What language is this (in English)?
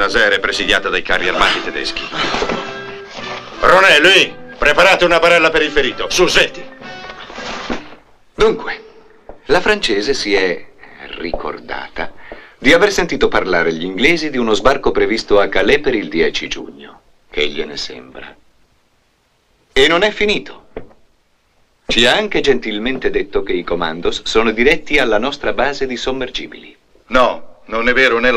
Italian